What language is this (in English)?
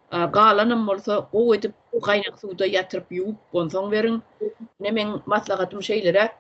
Turkmen